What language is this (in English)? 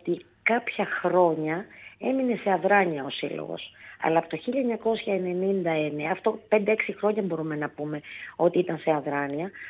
Greek